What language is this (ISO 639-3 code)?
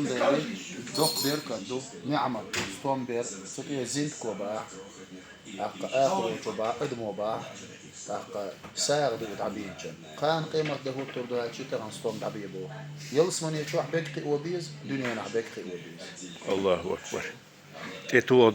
che